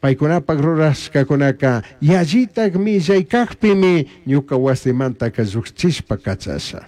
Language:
Chimborazo Highland Quichua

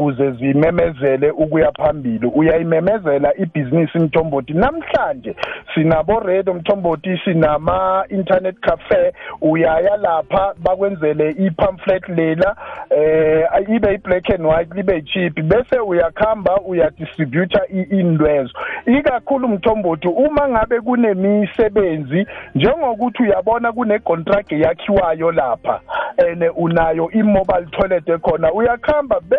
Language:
South Ndebele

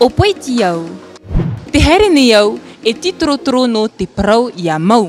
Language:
Tahitian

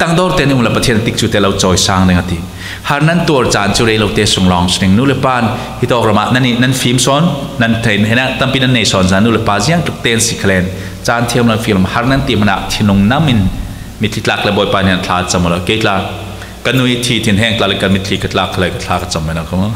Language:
Falam Chin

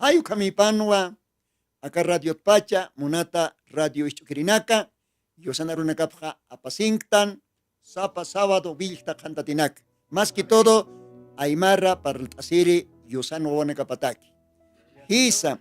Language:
Aymara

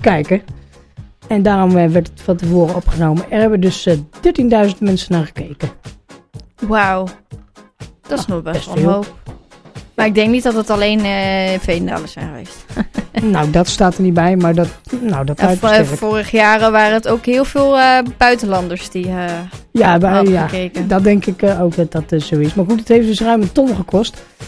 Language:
Dutch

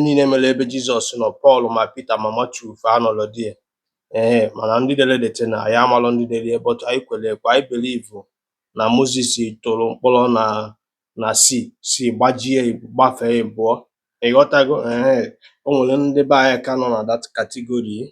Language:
Igbo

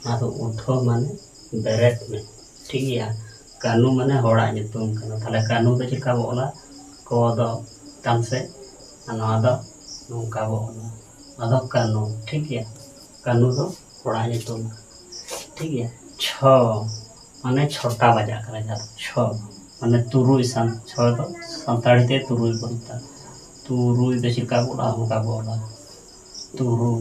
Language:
Santali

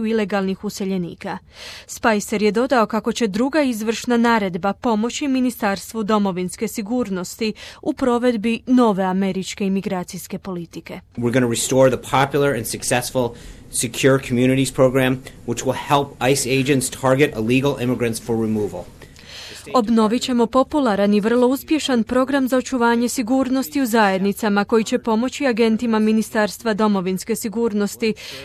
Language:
Croatian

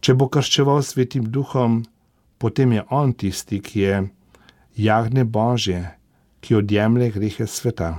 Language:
Slovenian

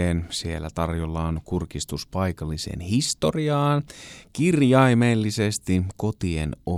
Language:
Finnish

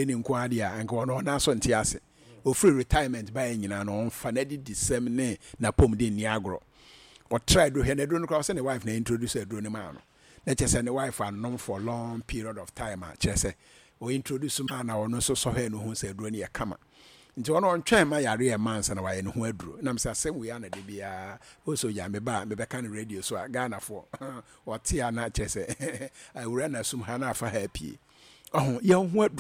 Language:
Akan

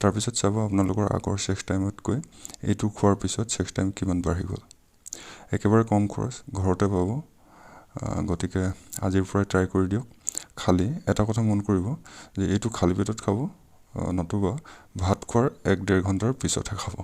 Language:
Assamese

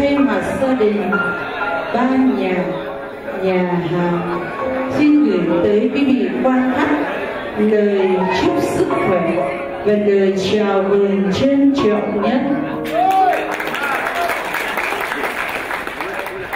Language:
Vietnamese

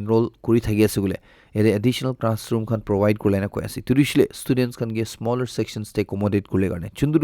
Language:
Naga Pidgin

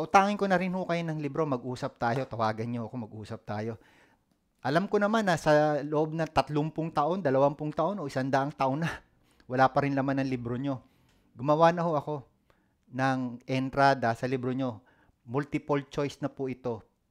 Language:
Filipino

